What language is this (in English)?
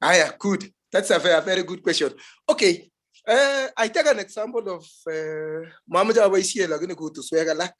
Kalenjin